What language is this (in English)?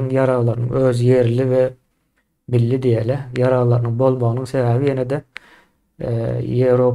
Turkmen